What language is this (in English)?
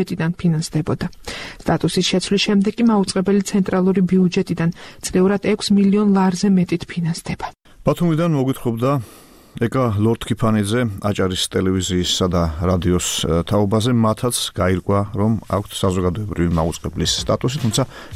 Georgian